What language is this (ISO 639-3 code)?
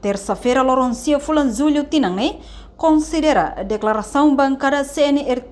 tet